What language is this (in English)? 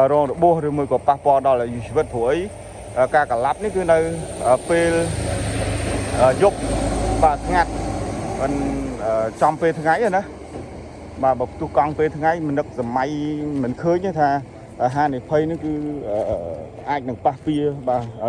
Khmer